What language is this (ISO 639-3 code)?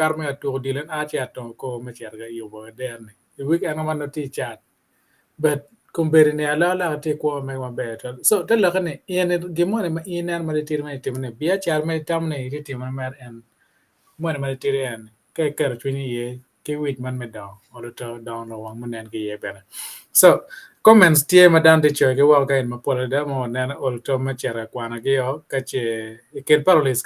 ach